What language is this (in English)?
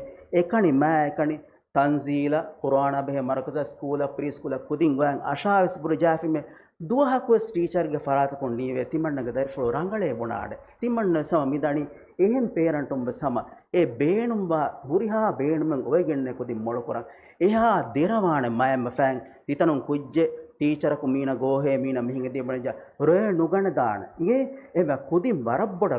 Divehi